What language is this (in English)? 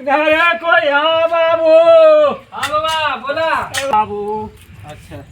Magahi